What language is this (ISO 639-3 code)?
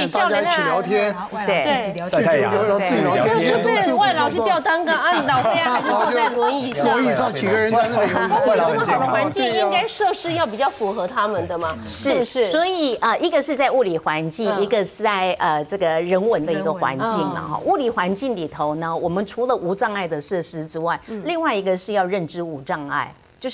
zho